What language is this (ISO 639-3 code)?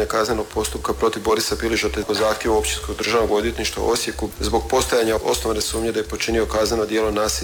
hrv